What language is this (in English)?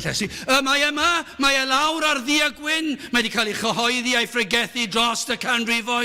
Welsh